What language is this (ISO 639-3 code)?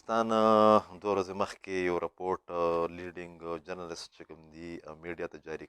pus